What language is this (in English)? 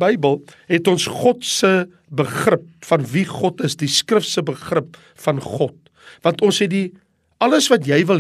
Afrikaans